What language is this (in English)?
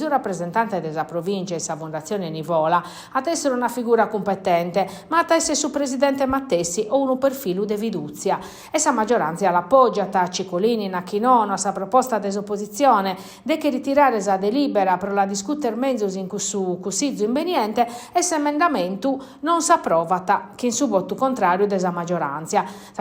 Sardinian